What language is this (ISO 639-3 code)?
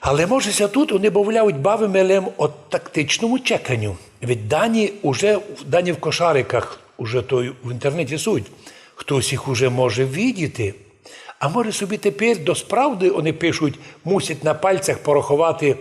rue